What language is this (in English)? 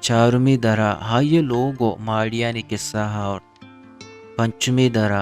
Eastern Balochi